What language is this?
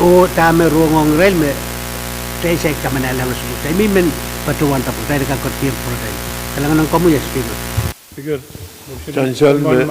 Pohnpeian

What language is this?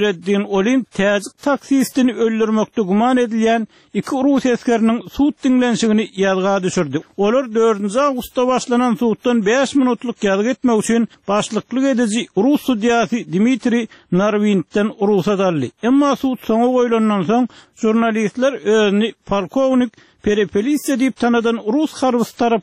Turkmen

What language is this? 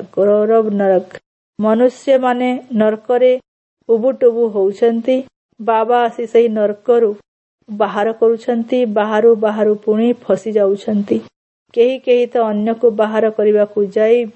Odia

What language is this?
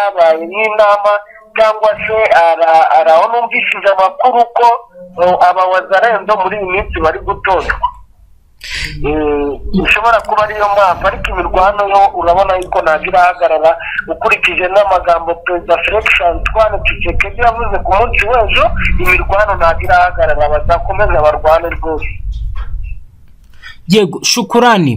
Kinyarwanda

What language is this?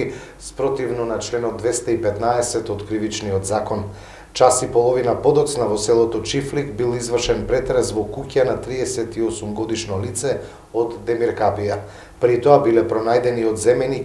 Macedonian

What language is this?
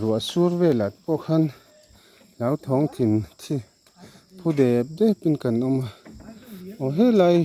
Mizo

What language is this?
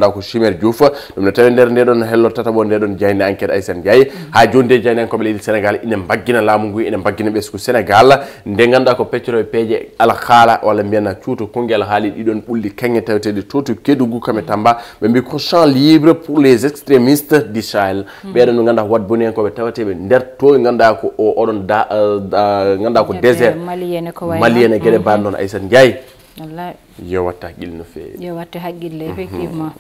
Fula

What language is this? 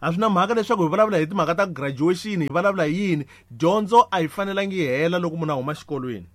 Tsonga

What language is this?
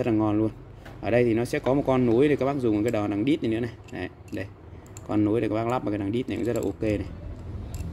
Vietnamese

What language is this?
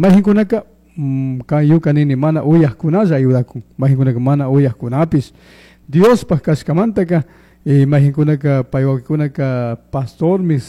Chimborazo Highland Quichua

